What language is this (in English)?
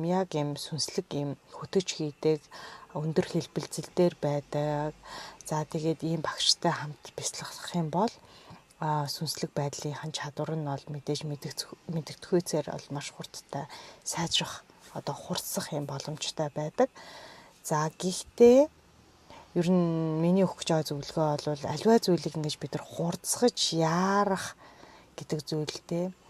Mongolian